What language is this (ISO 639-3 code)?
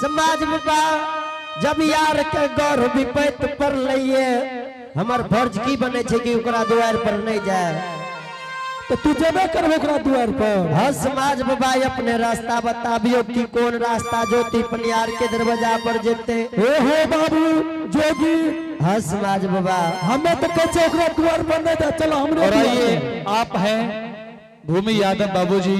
anp